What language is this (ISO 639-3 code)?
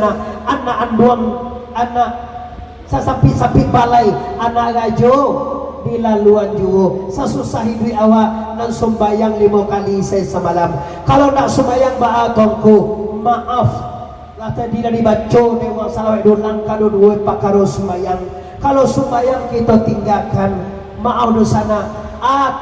min